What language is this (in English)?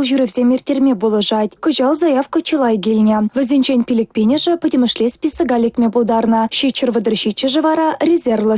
Chuvash